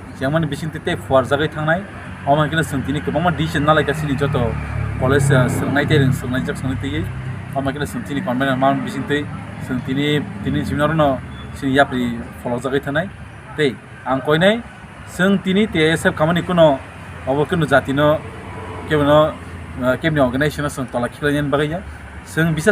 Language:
Kok Borok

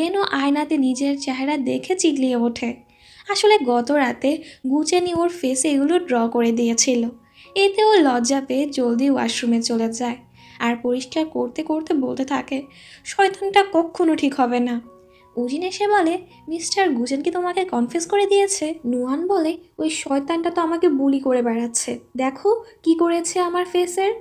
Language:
Bangla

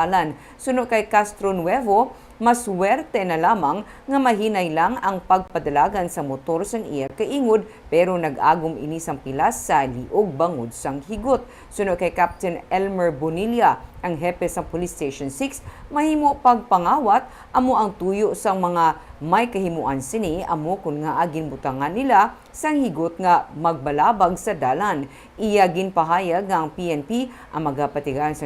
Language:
Hiligaynon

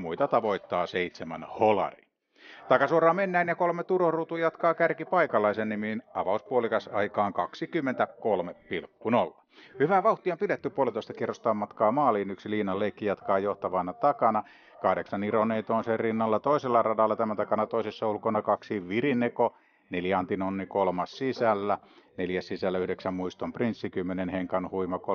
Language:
Finnish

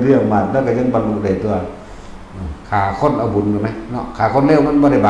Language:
Lao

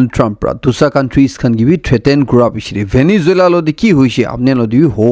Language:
Naga Pidgin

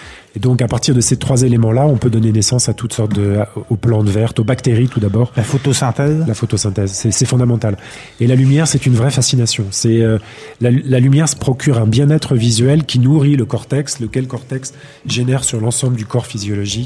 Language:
French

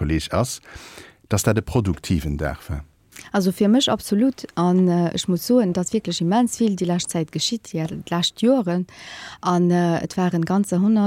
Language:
Luxembourgish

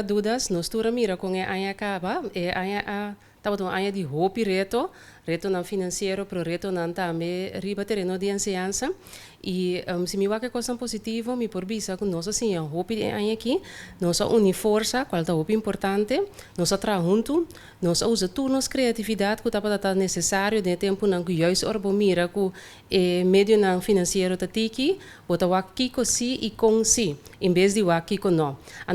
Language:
Papiamento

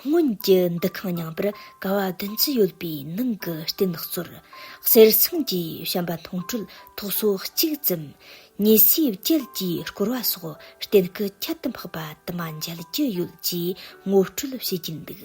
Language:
Tibetan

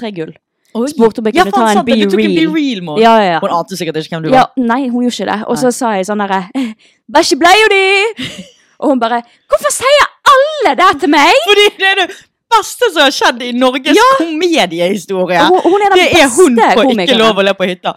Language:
Norwegian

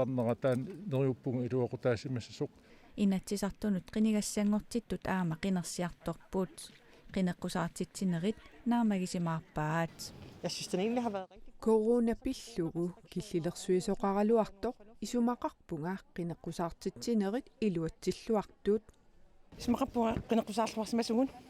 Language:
Kalaallisut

